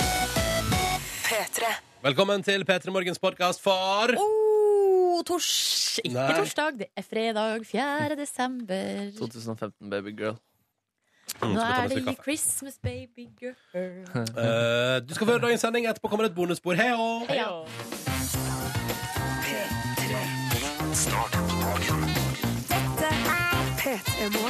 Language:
Norwegian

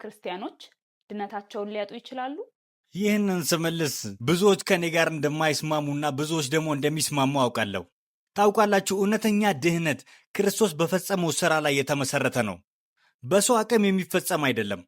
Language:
Amharic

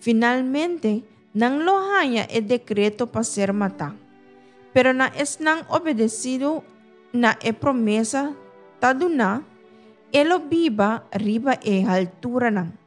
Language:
Papiamento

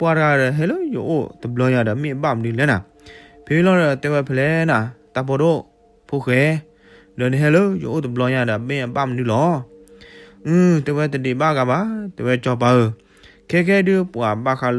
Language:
S'gaw Karen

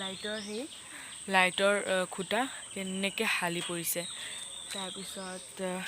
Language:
Assamese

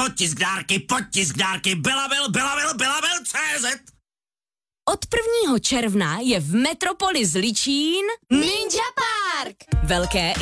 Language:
Czech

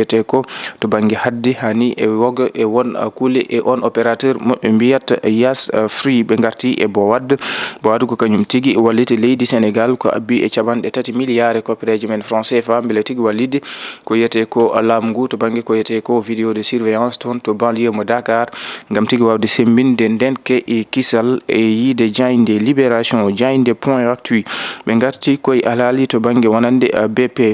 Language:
Fula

